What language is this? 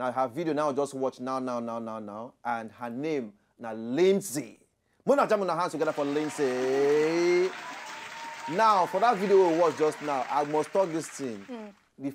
Nigerian Pidgin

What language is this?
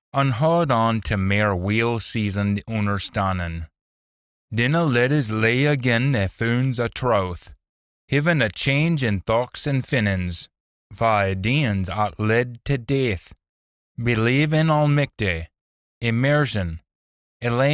Scots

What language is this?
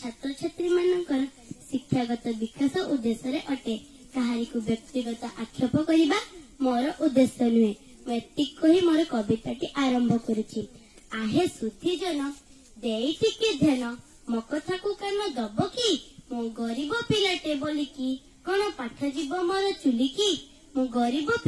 Odia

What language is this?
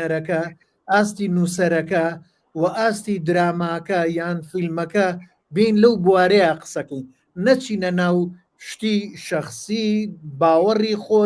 Central Kurdish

